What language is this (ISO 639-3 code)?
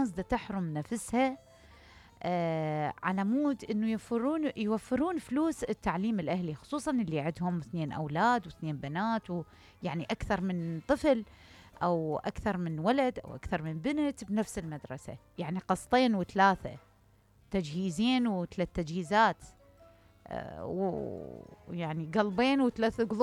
acm